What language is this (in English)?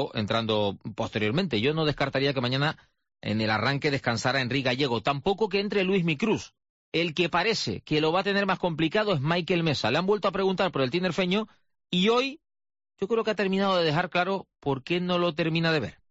Spanish